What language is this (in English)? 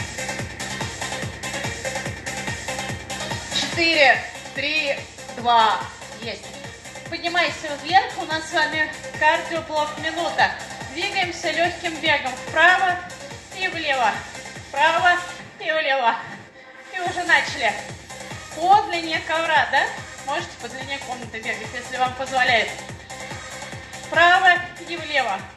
Russian